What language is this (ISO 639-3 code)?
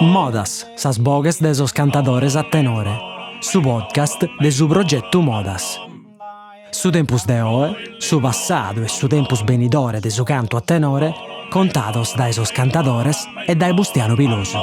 srd